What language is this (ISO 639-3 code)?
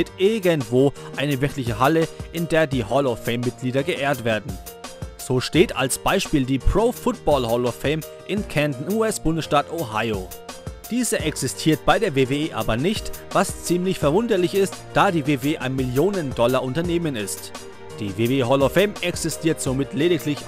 deu